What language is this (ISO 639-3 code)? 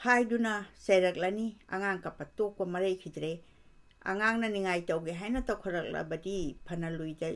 mni